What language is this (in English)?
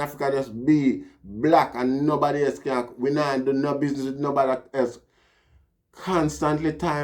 Jamaican Creole English